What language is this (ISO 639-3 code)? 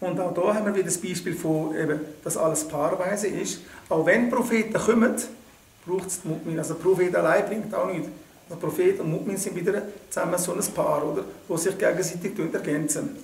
gsw